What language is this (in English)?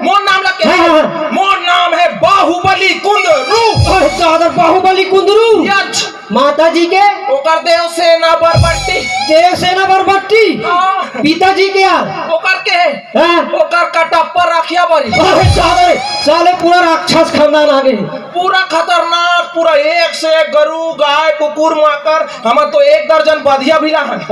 Chhattisgarhi